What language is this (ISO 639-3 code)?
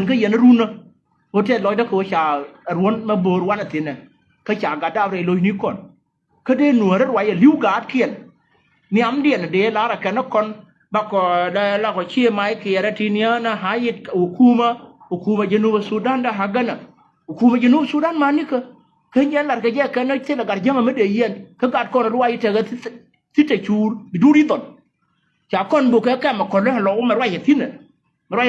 nus